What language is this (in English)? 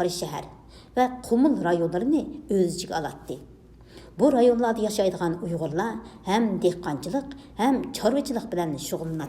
Uyghur